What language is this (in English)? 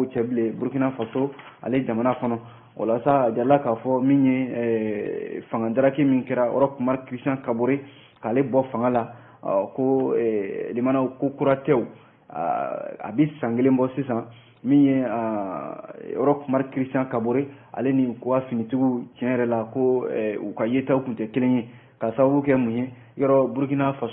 Bambara